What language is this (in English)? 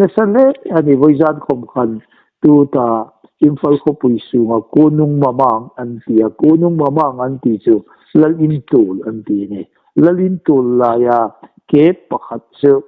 Hmar